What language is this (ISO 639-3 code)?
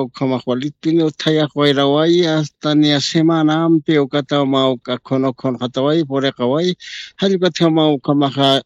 aym